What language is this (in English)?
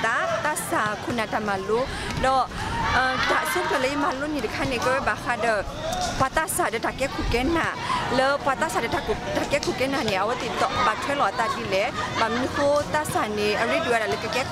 S'gaw Karen